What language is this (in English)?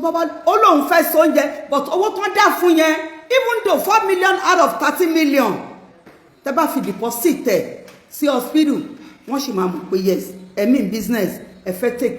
Yoruba